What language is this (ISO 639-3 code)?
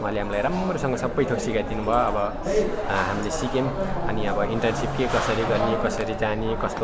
nep